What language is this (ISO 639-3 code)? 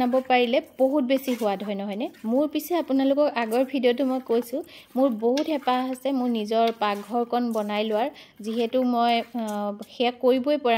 asm